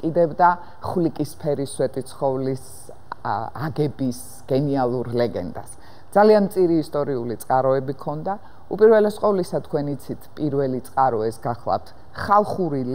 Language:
Georgian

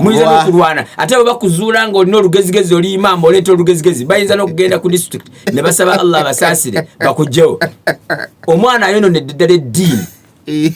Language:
Ganda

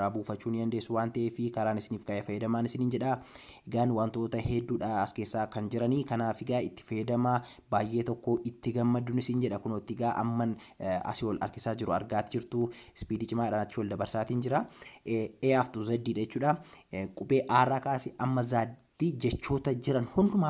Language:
Oromo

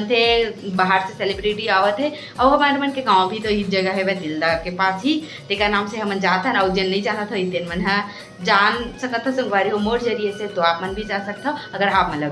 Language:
Chhattisgarhi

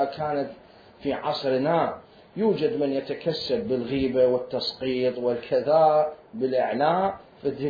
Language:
Mesopotamian Arabic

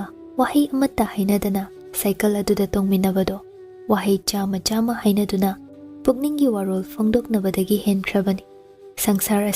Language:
Manipuri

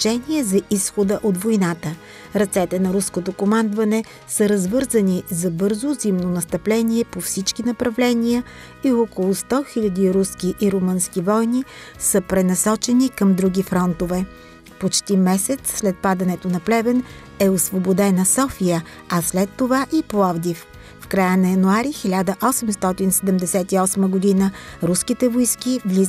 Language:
Bulgarian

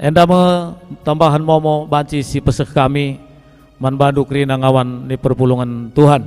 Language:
Batak Karo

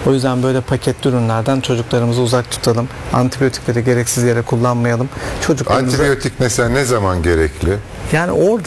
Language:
Turkish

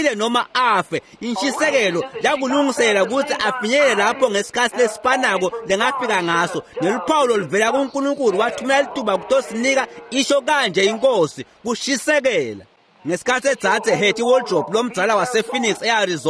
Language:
Swati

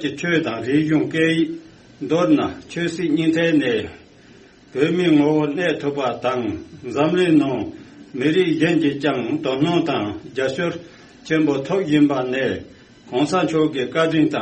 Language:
Tibetan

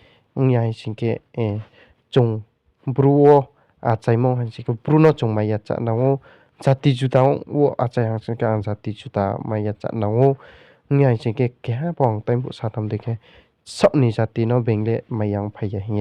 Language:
Riang (India)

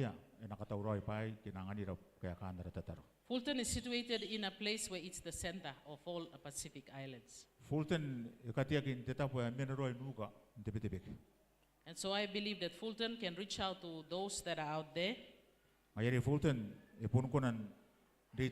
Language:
Gilbertese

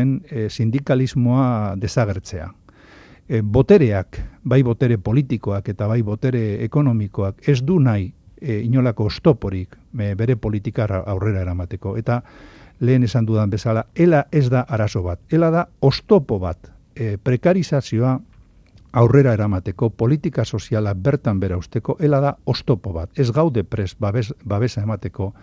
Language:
Basque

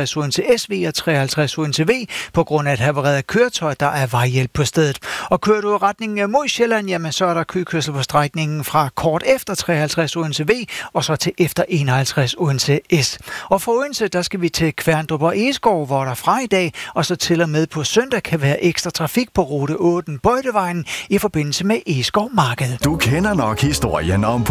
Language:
Danish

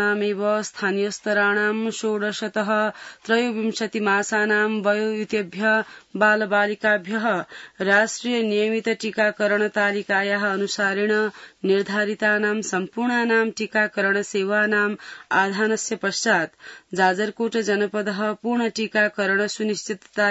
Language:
Sanskrit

